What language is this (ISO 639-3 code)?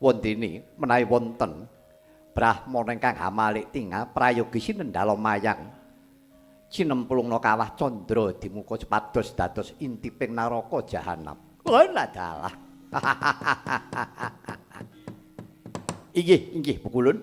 jav